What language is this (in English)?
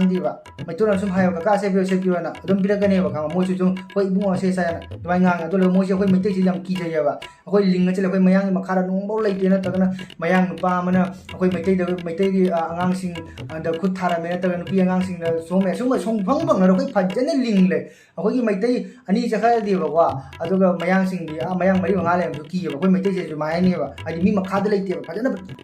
Manipuri